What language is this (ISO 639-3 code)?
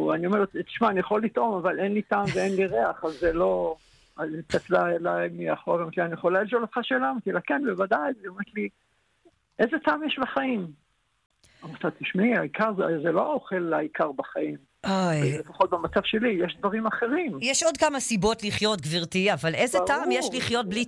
heb